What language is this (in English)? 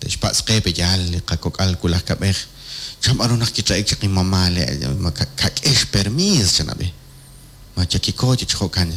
Kekchí